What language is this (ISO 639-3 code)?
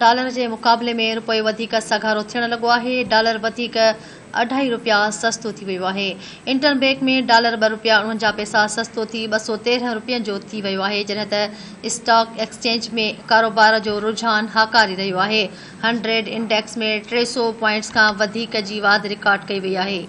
snd